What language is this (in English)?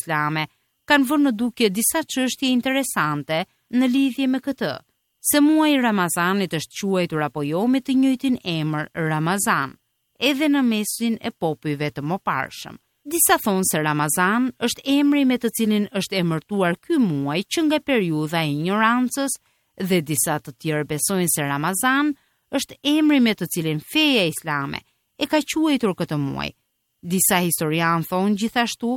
Albanian